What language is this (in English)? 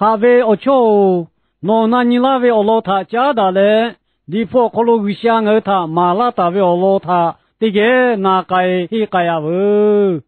Lahu